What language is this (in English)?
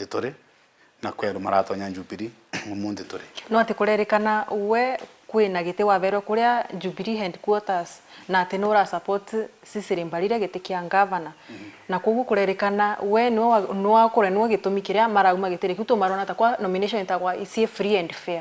Meru